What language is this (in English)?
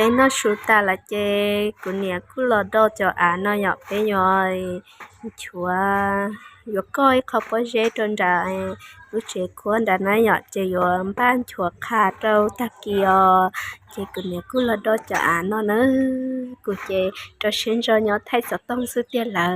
Hmong